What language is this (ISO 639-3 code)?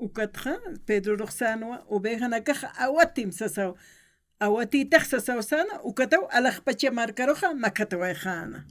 aym